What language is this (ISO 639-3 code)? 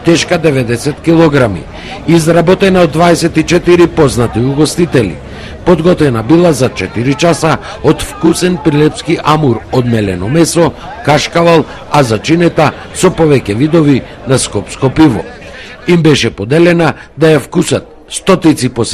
mkd